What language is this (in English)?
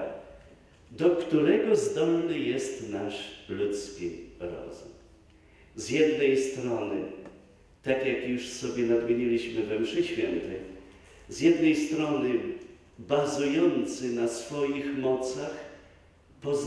Polish